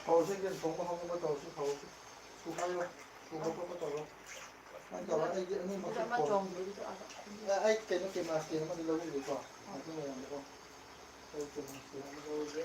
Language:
Manipuri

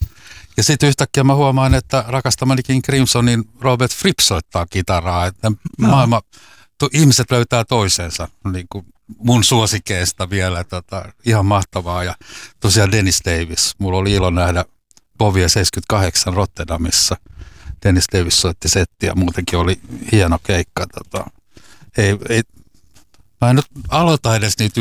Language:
Finnish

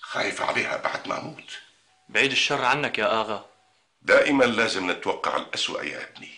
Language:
North Levantine Arabic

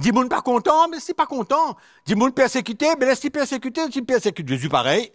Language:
Morisyen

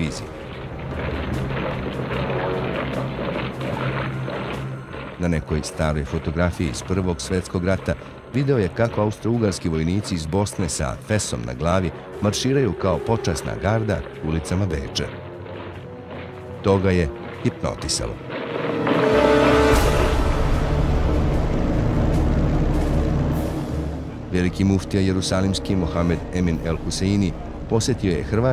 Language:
Bosnian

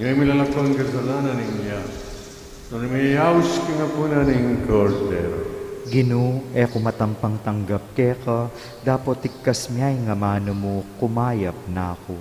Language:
Pampanga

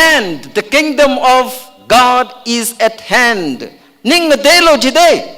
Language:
Tangkhul Naga (India)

